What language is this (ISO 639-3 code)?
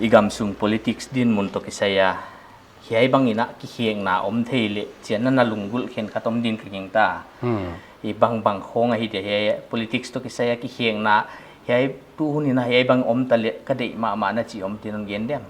pck